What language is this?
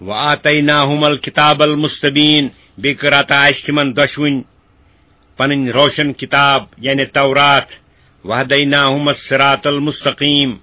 Kashmiri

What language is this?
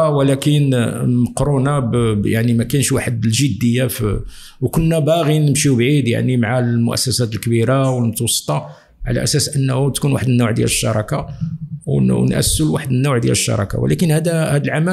Moroccan Arabic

